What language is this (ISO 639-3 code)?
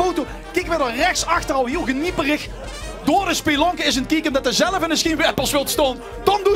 lim